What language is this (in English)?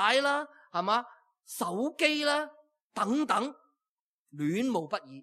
Cantonese